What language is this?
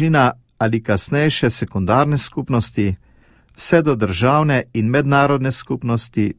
Slovenian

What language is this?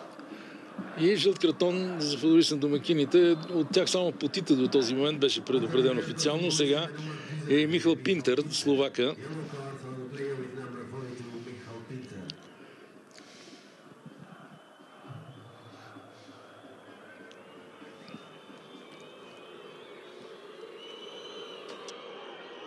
Bulgarian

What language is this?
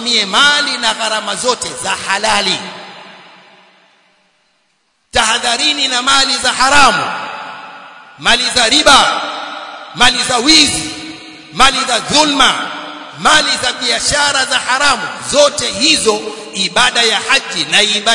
Swahili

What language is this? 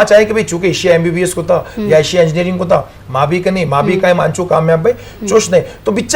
Eastern Balochi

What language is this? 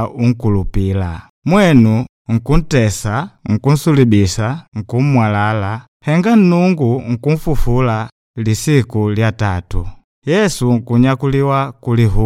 Makonde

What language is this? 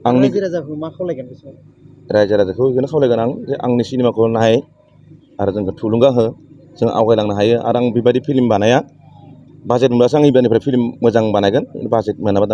Bodo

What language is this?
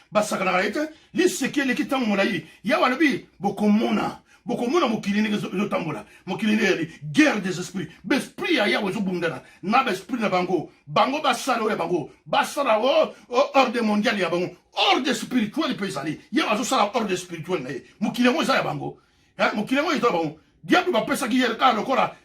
Lingala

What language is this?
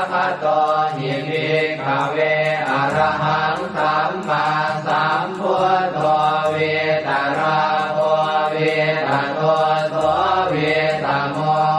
Pali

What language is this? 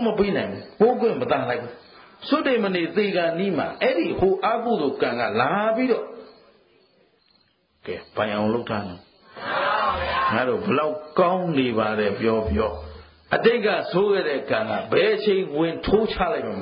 Burmese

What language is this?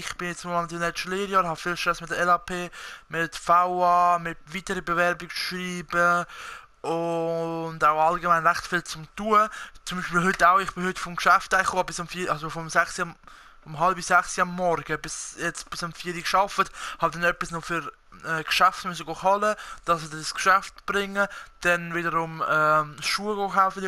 Swiss German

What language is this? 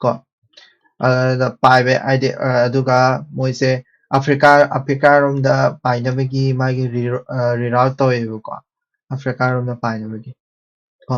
Manipuri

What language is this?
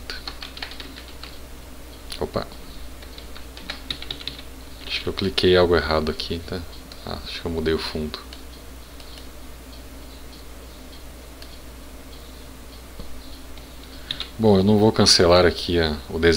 Portuguese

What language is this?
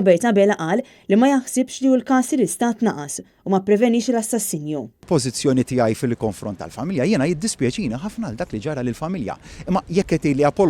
Maltese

